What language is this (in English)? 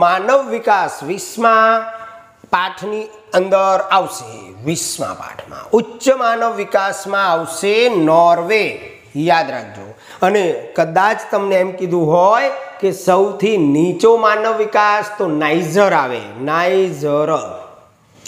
Gujarati